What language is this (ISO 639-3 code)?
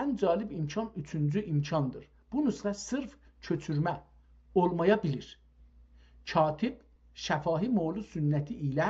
azb